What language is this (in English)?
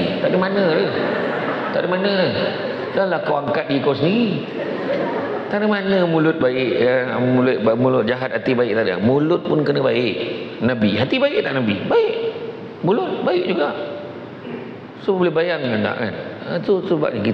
Malay